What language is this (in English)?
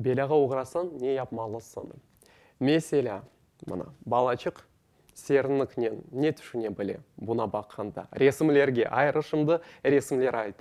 Crimean Tatar